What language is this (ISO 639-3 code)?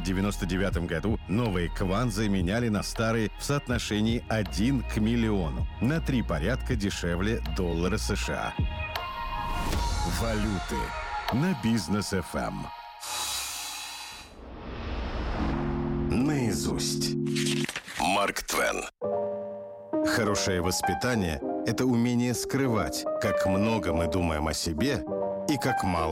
rus